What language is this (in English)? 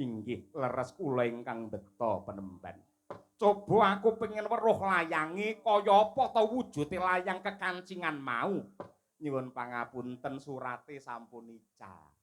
Javanese